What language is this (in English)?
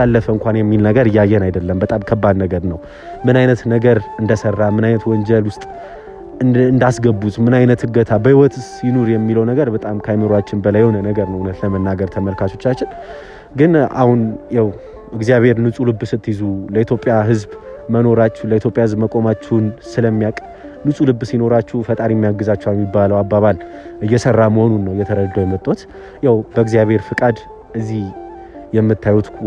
Amharic